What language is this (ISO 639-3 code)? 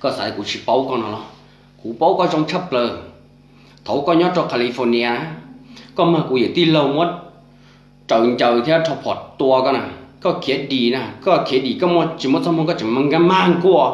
hmn